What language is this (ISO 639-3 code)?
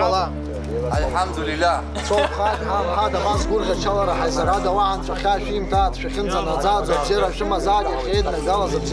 abk